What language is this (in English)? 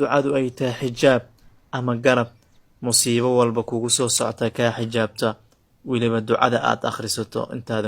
Somali